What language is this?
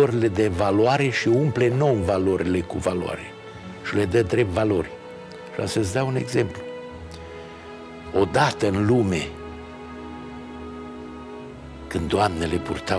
Romanian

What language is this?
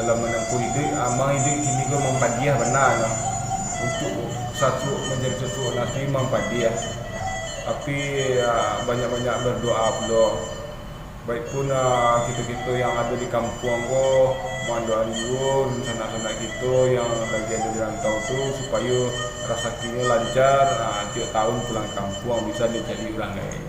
Minangkabau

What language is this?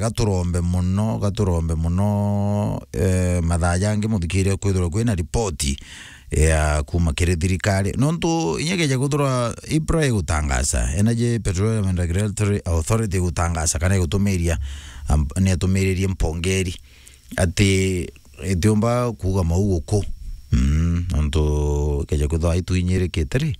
Meru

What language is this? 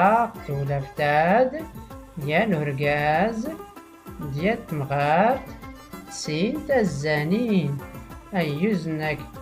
Tachelhit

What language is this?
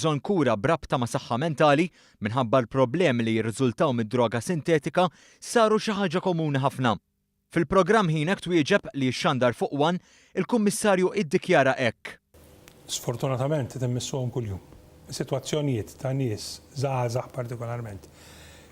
Maltese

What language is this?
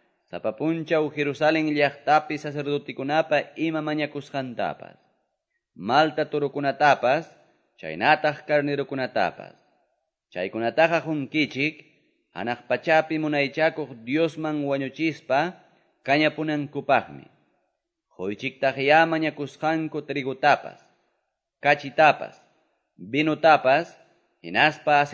Quechua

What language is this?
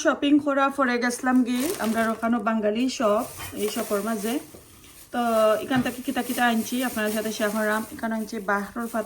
Sylheti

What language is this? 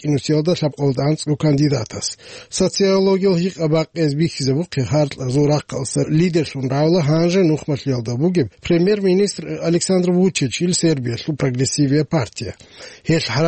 Avaric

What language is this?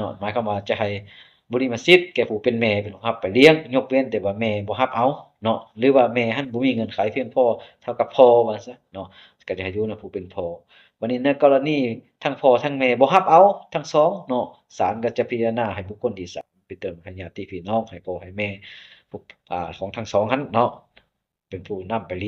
Lao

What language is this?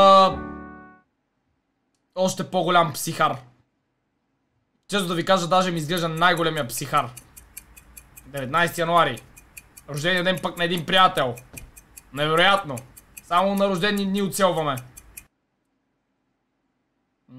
Bulgarian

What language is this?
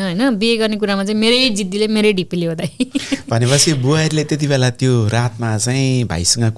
Nepali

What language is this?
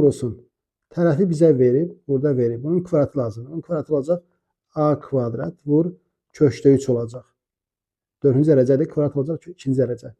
Azerbaijani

